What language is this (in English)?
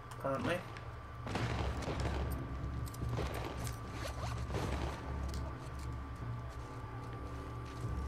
English